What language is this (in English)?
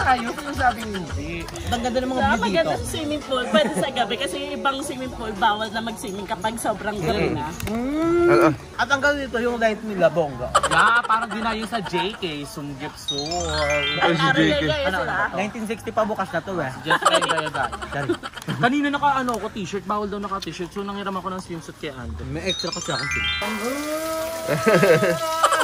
Filipino